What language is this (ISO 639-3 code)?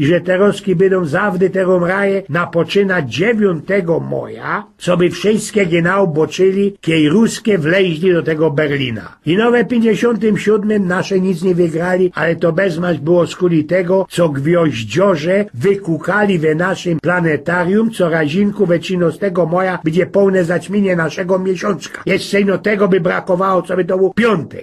szl